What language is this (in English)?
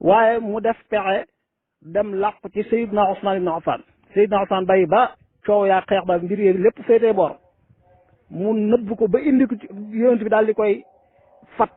Wolof